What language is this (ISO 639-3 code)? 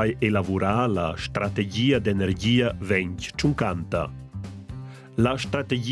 roh